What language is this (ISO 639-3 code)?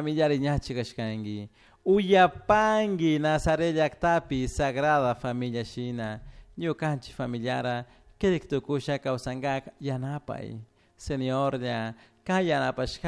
qug